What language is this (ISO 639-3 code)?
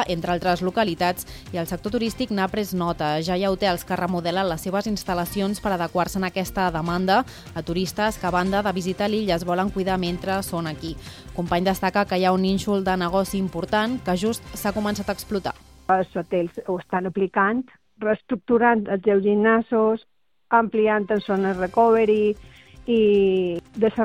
cat